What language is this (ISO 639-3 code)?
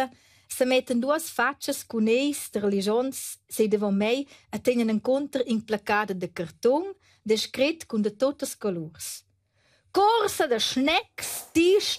roh